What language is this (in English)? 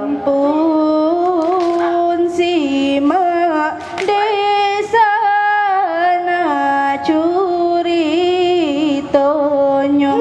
Minangkabau